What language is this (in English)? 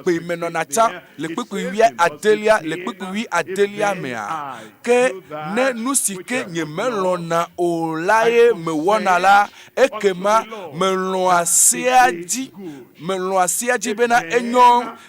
Ewe